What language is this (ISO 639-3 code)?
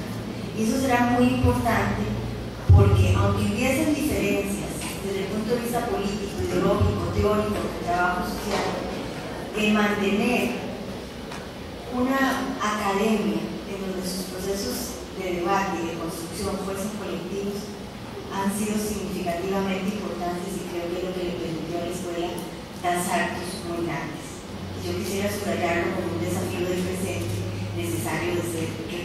spa